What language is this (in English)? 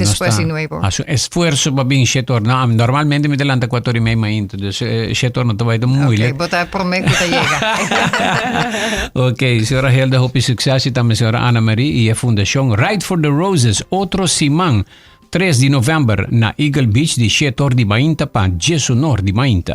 Papiamento